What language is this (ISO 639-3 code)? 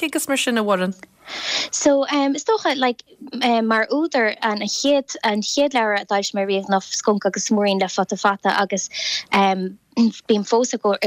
gle